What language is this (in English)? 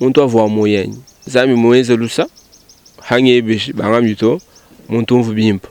Luba-Lulua